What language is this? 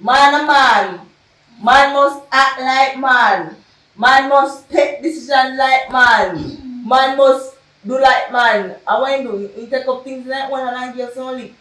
Jamaican Creole English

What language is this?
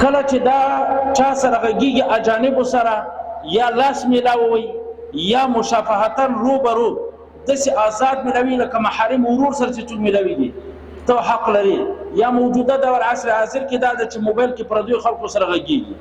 Pashto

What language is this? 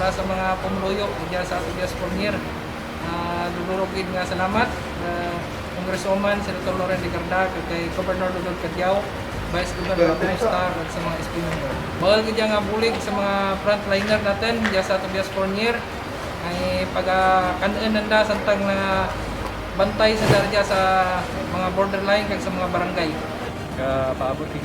Kinaray-a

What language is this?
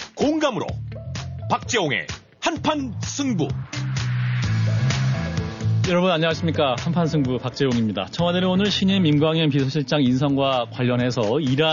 Korean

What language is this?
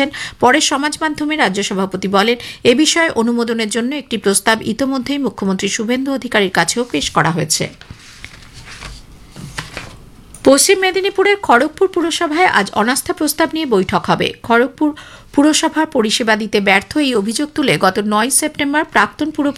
Bangla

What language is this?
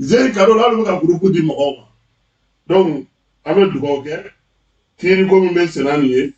Bambara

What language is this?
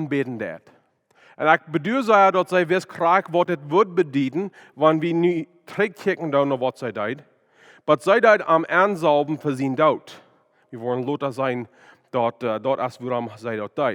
Plautdietsch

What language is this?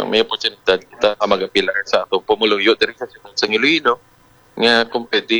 Hiligaynon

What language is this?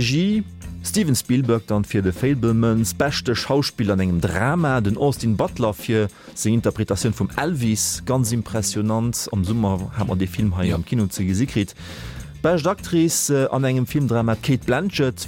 Luxembourgish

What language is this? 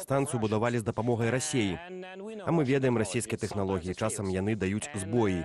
Belarusian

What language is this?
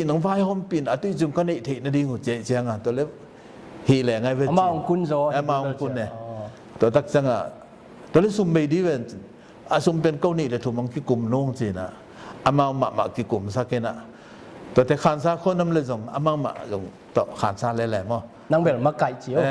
Tedim Chin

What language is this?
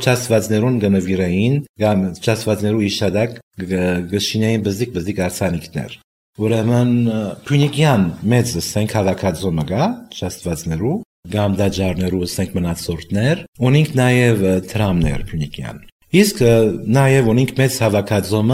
Armenian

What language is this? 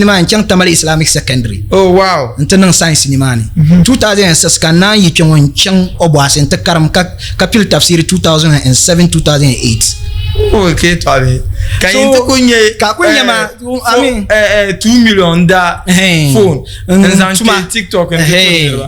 Dagbani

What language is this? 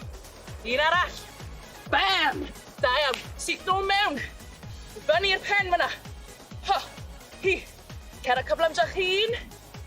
Welsh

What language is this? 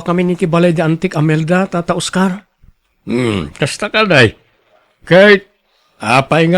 Iloko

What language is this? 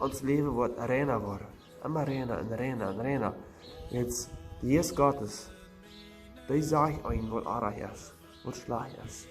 Plautdietsch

